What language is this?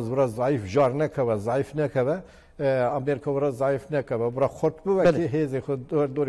Kurdish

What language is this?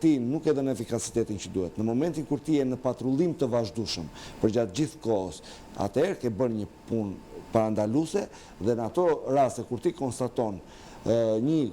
Albanian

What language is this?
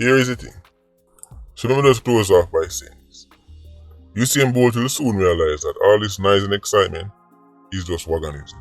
Jamaican Creole English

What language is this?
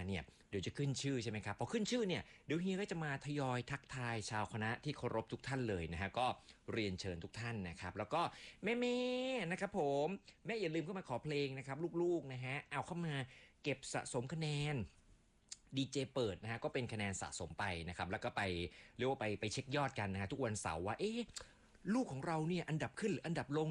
Thai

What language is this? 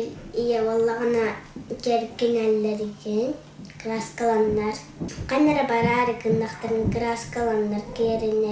Yakut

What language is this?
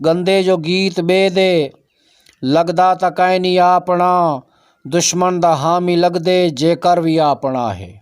Saraiki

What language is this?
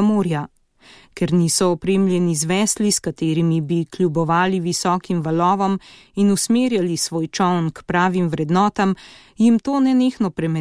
Slovenian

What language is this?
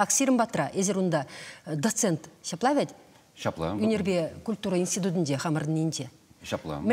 Chuvash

